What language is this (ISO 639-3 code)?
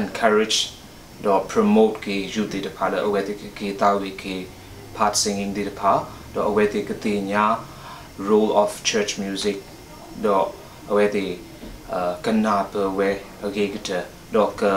ksw